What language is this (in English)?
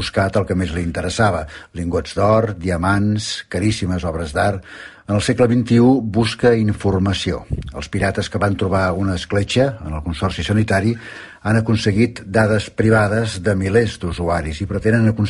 Catalan